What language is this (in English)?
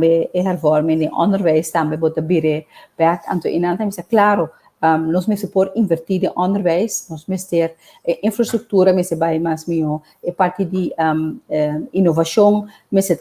Papiamento